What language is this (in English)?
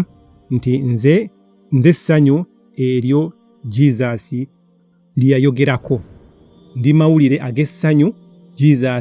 Ganda